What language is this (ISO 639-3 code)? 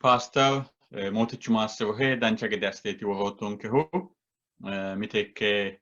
sid